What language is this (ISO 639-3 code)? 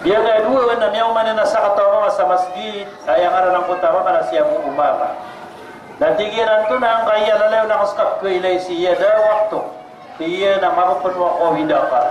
mrw